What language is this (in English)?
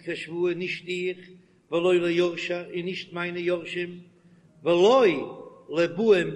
Yiddish